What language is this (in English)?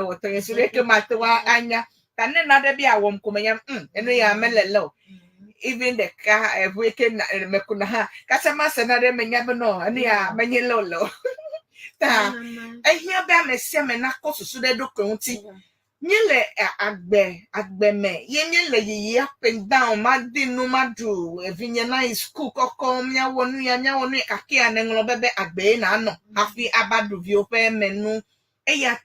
Ewe